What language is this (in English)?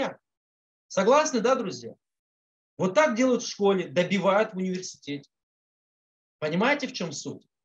Russian